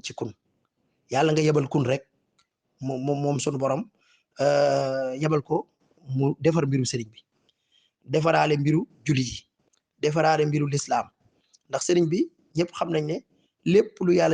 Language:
Wolof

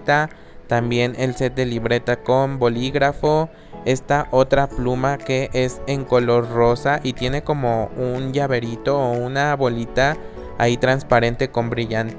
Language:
Spanish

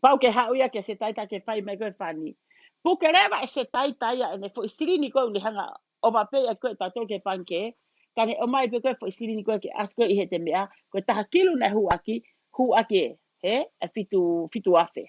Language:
Tongan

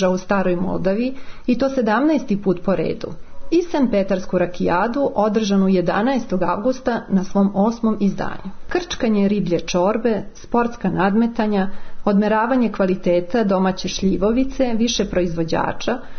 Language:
Serbian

